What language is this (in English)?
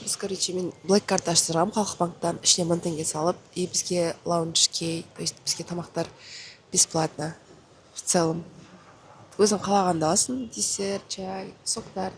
Kazakh